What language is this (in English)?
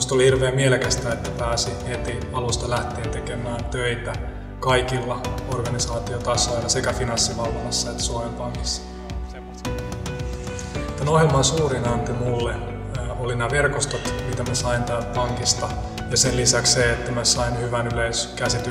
Finnish